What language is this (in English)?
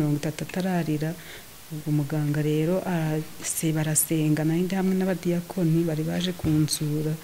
Kinyarwanda